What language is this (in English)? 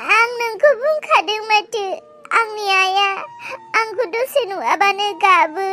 Bodo